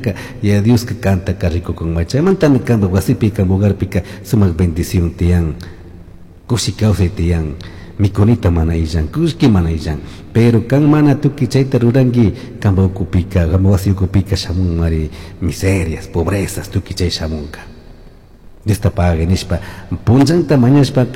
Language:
Chimborazo Highland Quichua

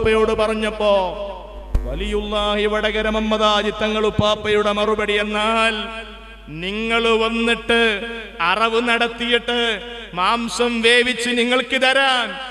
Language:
Malayalam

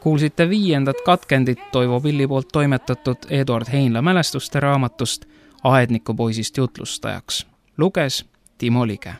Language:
Estonian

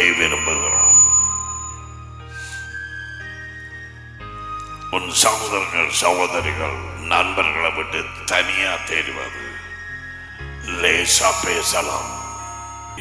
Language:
Tamil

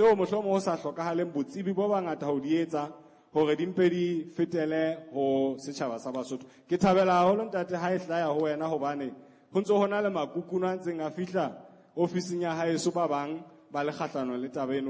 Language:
Southern Sotho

